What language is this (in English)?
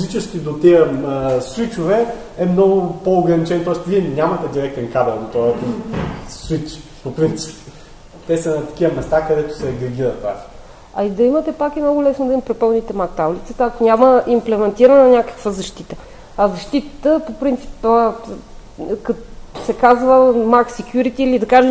Bulgarian